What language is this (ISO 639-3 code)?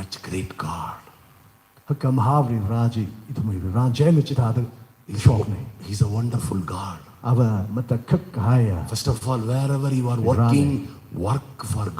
nmf